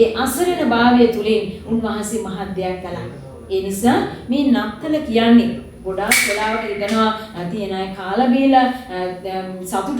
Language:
Sinhala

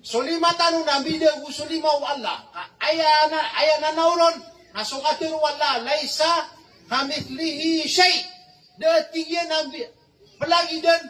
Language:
Maranao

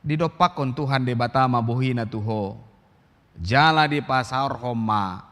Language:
Batak Toba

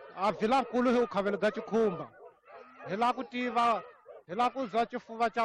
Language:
Tsonga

